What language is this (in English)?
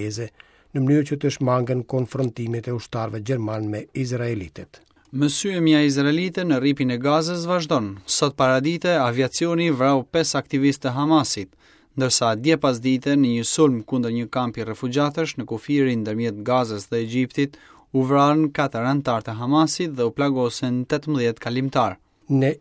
Albanian